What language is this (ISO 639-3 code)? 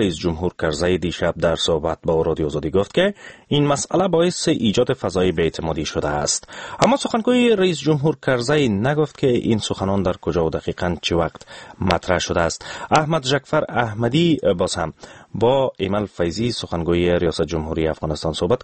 fas